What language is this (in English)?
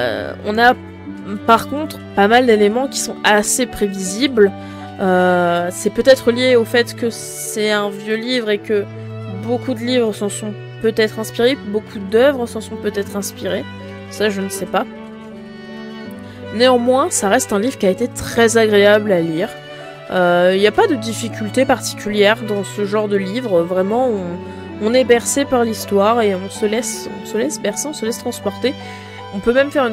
French